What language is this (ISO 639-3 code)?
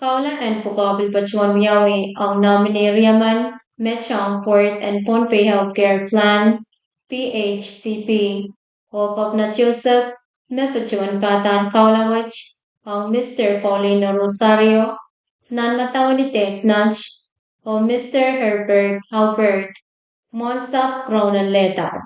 pon